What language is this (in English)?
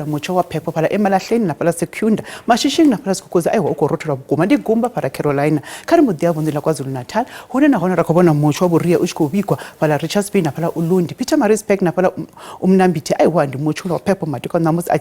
Venda